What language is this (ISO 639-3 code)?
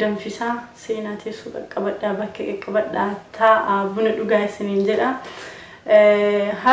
orm